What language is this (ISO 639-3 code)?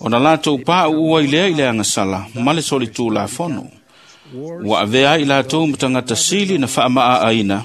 smo